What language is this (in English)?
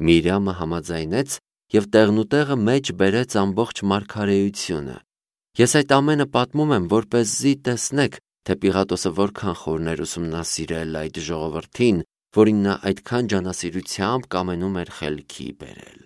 Armenian